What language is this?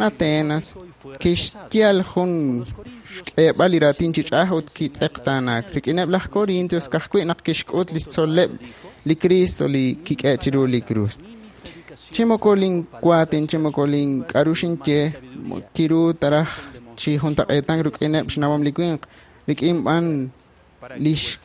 Kekchí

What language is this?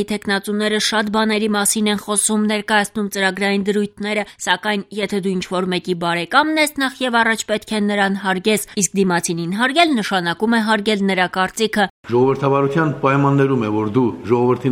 Armenian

